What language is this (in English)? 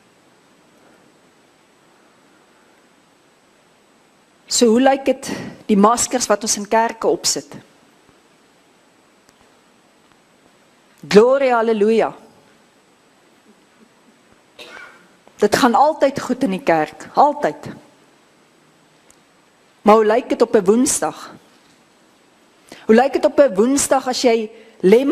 Afrikaans